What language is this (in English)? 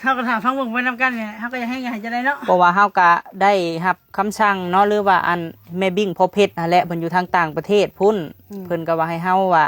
Lao